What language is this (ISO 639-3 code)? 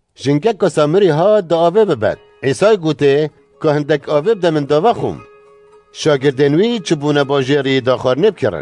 kur